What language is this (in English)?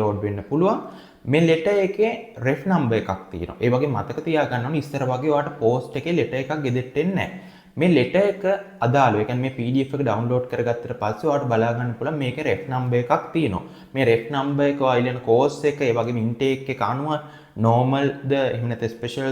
Sinhala